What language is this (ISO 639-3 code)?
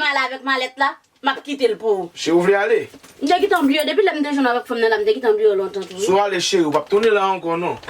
hat